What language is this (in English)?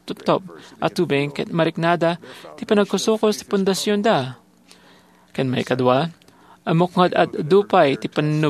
Iloko